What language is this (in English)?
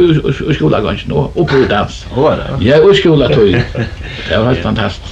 Faroese